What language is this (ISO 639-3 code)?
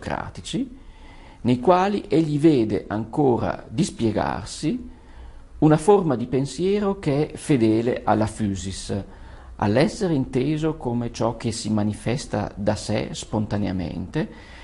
ita